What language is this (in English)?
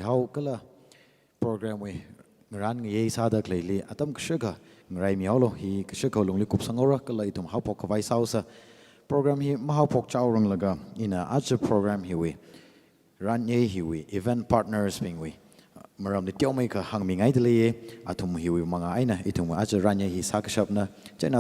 Tangkhul Naga (India)